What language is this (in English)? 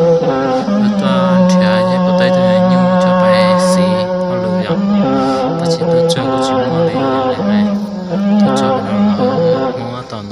Hmong